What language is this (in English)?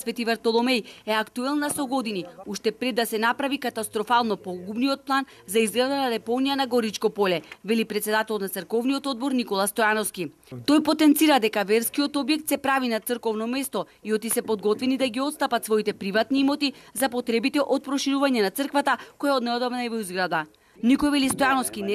Macedonian